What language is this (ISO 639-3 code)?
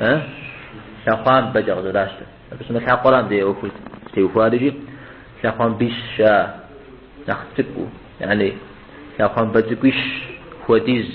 kbd